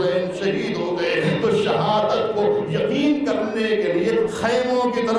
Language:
Urdu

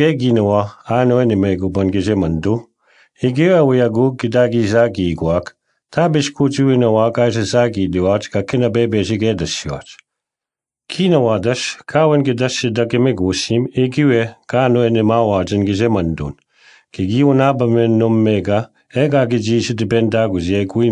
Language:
Breton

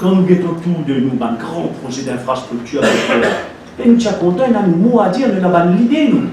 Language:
Morisyen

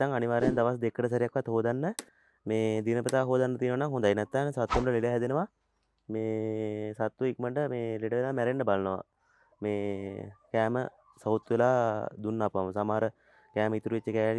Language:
Sinhala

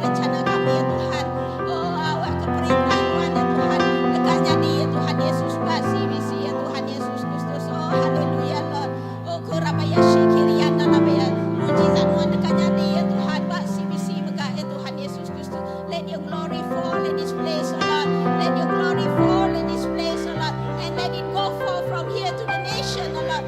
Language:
Iban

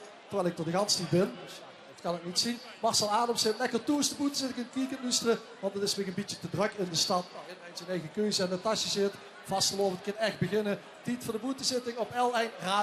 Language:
Limburgish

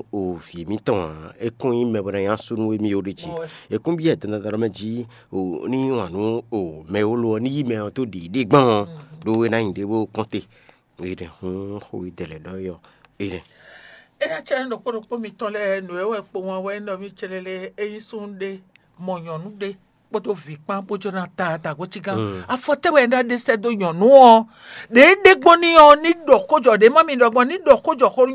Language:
Fon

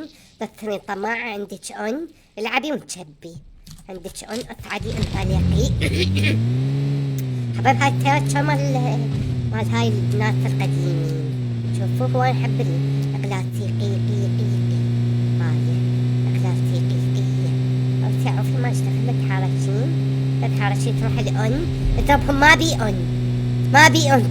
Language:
Mesopotamian Arabic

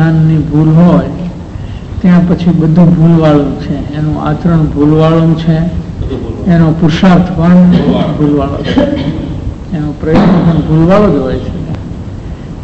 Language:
Gujarati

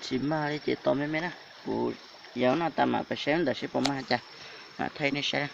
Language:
Hmong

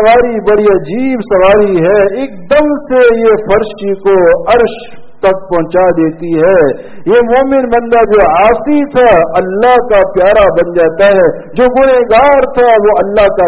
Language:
Urdu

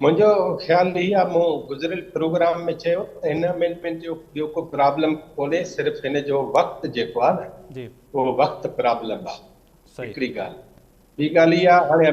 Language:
Sindhi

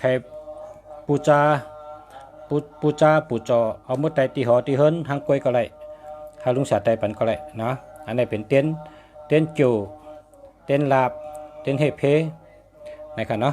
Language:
Shan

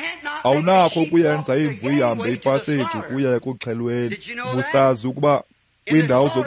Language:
Xhosa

